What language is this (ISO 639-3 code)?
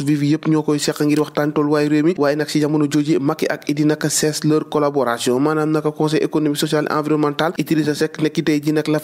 wol